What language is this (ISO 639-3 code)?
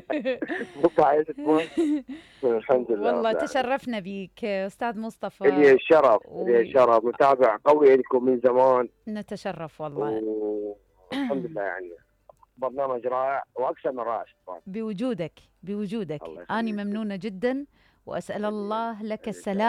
acm